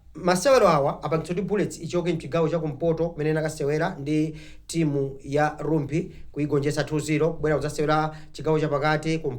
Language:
Nyanja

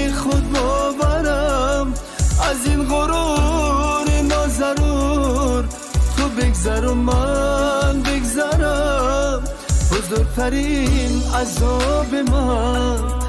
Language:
Persian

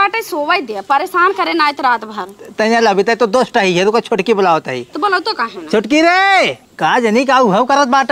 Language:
Awadhi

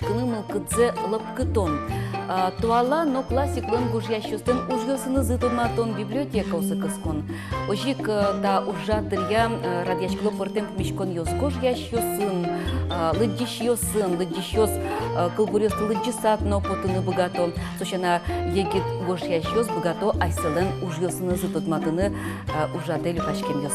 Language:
Udmurt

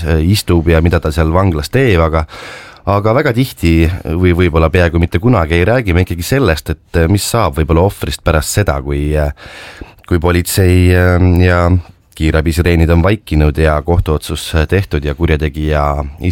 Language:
Estonian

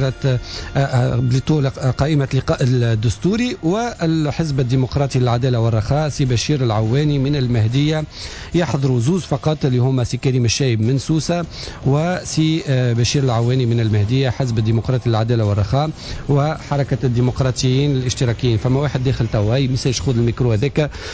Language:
Tunisian Arabic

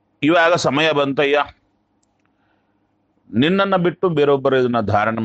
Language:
Kannada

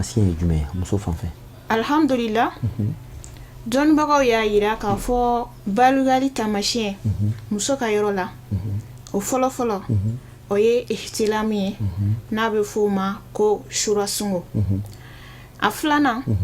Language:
Bambara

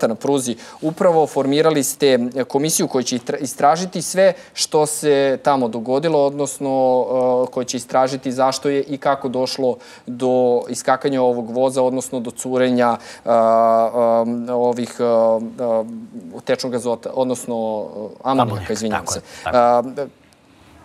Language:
Serbian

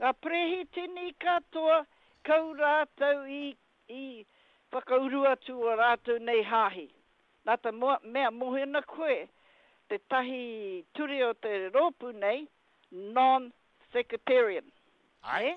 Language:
Māori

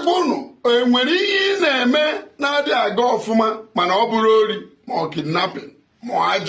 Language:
Igbo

